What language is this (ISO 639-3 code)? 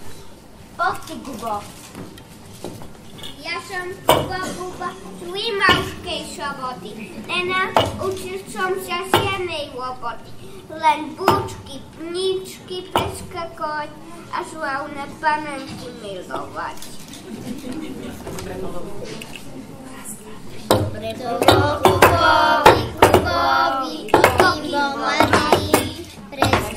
slk